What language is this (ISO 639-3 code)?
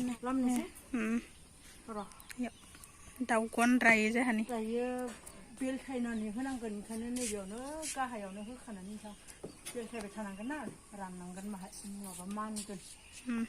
brx